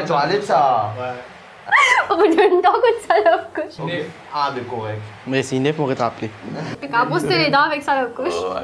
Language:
Morisyen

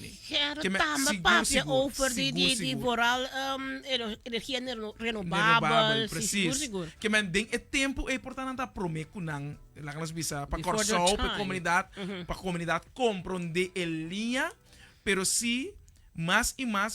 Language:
Papiamento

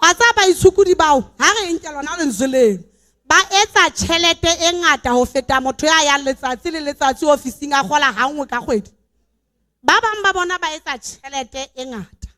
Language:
Southern Sotho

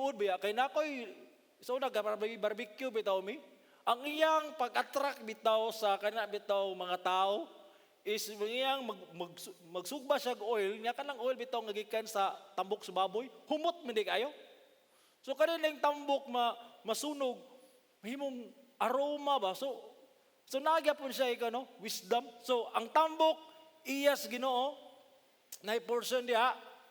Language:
Cebuano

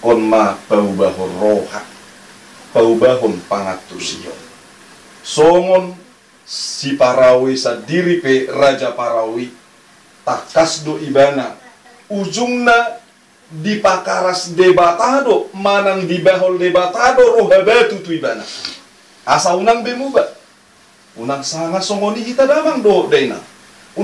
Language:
Batak Toba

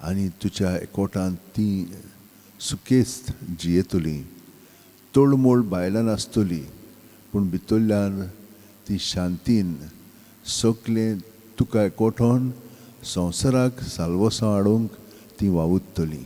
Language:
Konkani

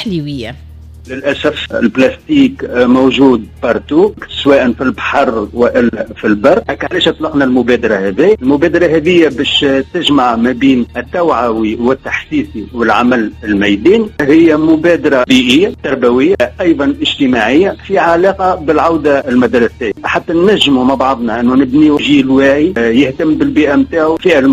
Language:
Tunisian Arabic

